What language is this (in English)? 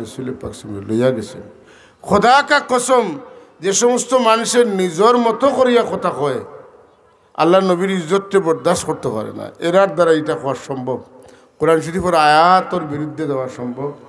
Sylheti